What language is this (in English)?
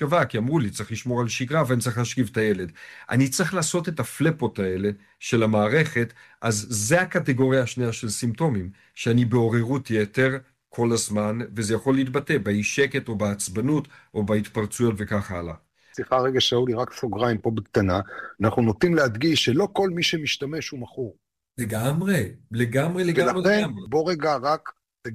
Hebrew